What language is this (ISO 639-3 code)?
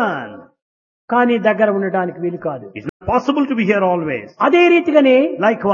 tel